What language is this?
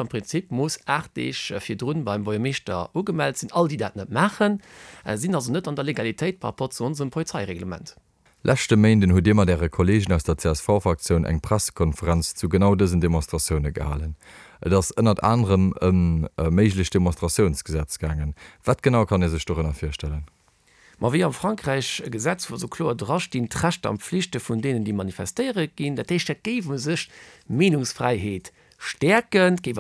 Luxembourgish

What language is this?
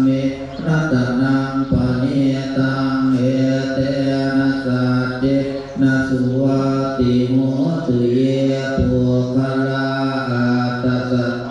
Pali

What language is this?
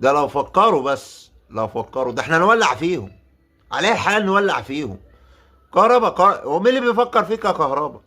Egyptian Arabic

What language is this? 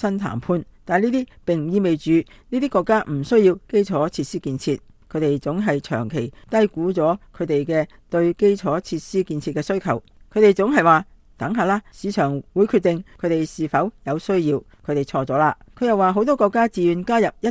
Cantonese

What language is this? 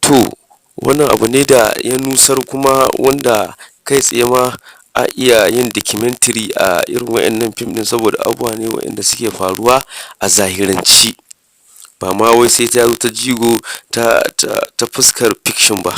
Hausa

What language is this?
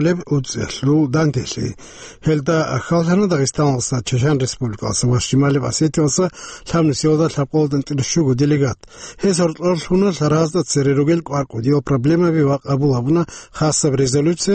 Avaric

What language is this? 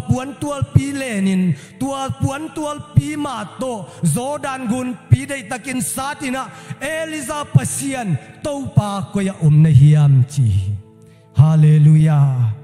Tedim Chin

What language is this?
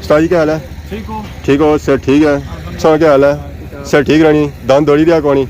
Pahari-Potwari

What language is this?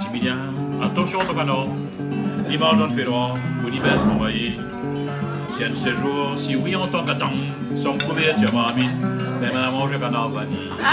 Réunion Creole French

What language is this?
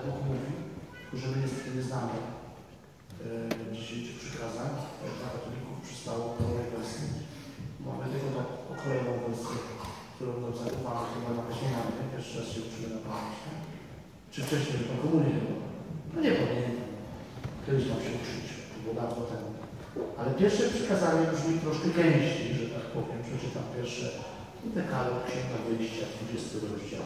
Polish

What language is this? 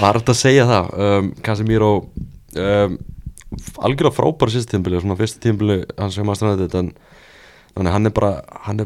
Icelandic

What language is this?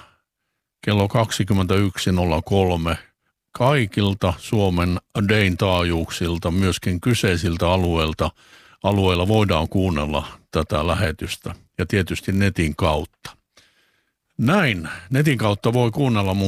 Finnish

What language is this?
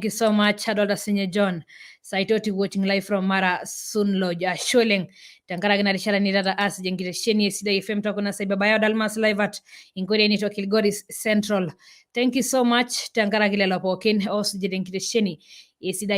Masai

